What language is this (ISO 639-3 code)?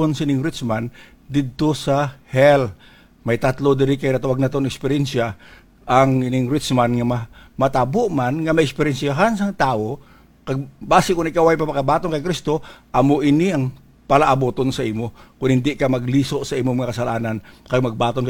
hil